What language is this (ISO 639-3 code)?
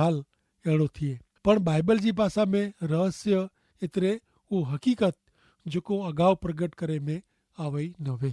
kfr